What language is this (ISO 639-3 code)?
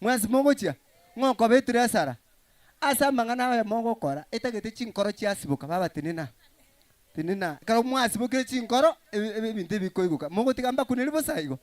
guz